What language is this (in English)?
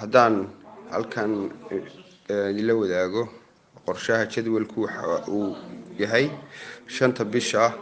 Somali